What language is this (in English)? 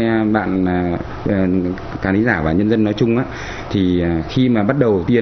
Vietnamese